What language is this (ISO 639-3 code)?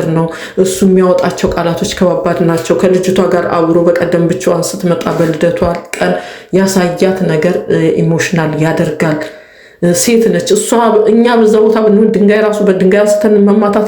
amh